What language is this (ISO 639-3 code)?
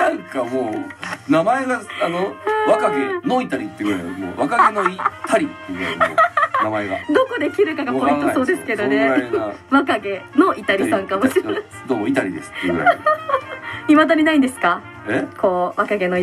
jpn